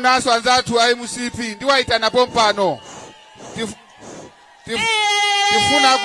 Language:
Nyanja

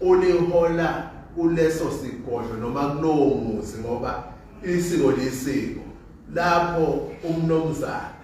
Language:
Zulu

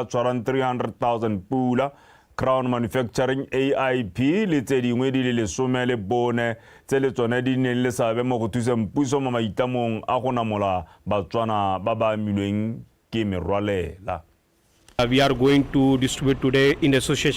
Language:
Tswana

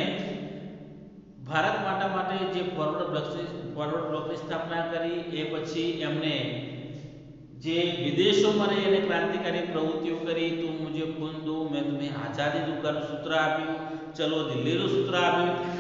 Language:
Gujarati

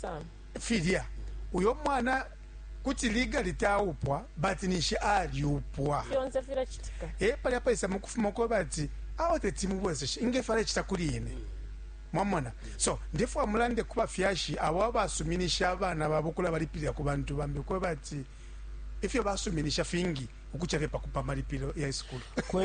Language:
Bemba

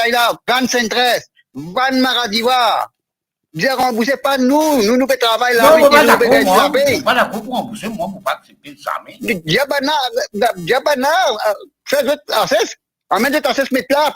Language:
Morisyen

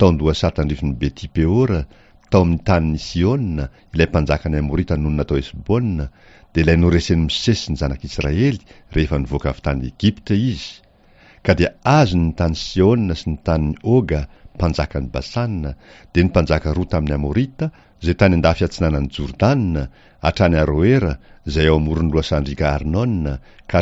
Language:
Malagasy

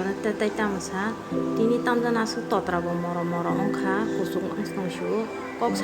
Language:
Kok Borok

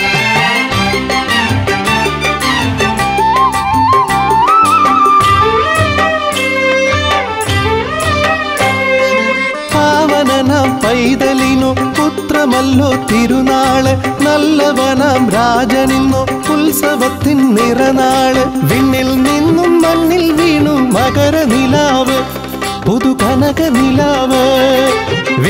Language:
Malayalam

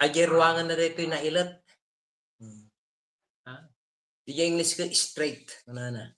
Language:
Iloko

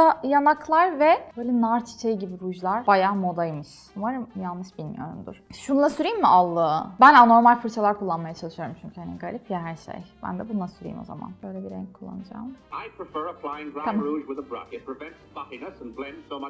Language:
Turkish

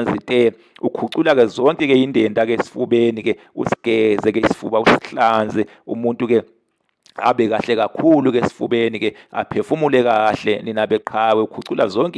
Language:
Zulu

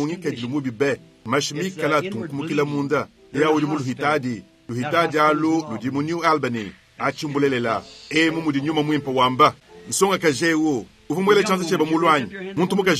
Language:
Luba-Lulua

